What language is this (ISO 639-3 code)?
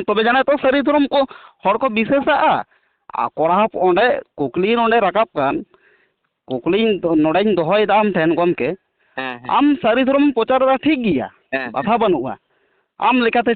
sat